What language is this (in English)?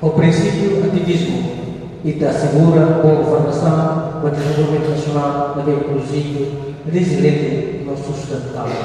Tetum